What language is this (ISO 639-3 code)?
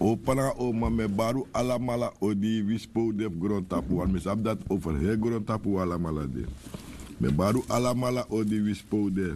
srn